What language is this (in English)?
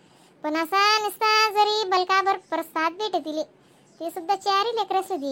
Khandesi